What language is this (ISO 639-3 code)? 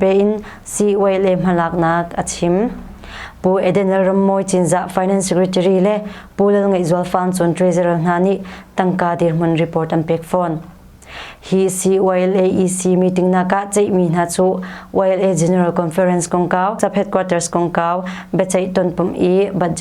cnh